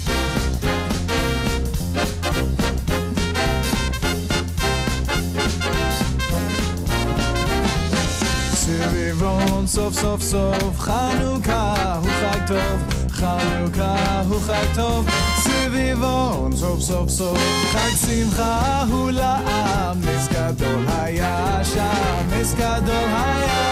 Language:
Hebrew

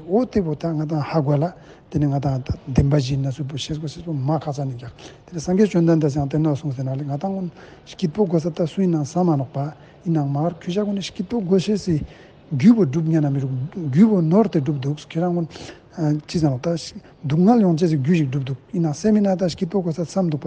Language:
Ladakhi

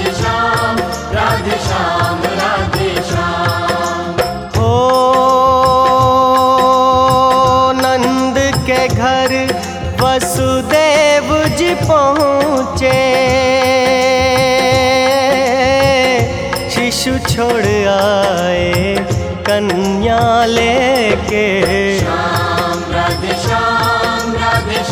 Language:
Hindi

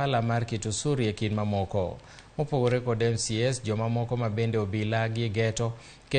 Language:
Luo (Kenya and Tanzania)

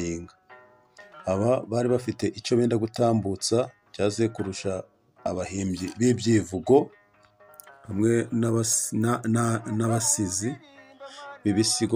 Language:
Kinyarwanda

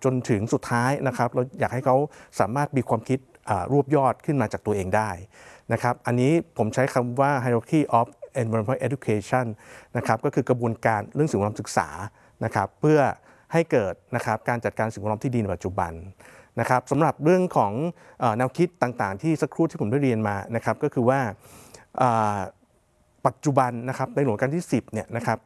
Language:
Thai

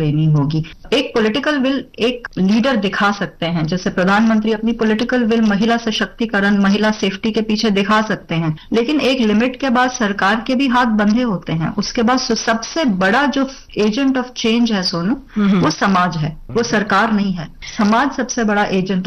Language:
Hindi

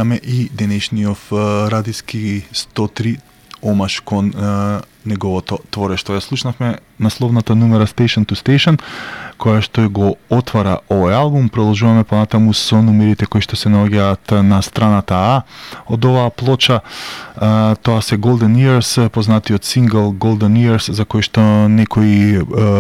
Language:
Macedonian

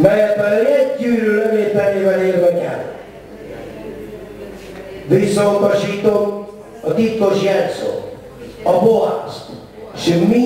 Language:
Hungarian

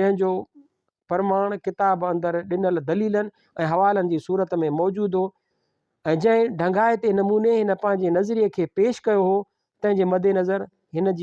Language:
Sindhi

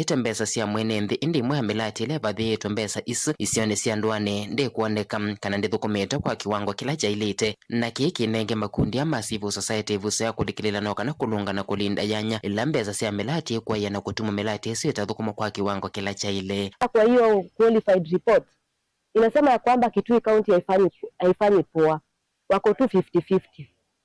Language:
Kamba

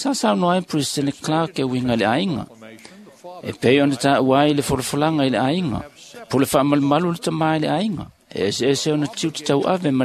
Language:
Samoan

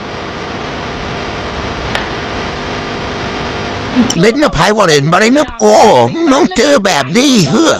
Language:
Northeastern Thai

